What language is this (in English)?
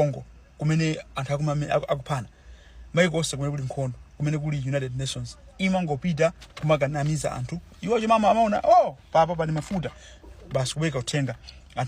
Nyanja